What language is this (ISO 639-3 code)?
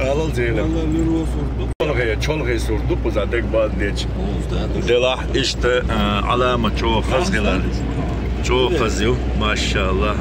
che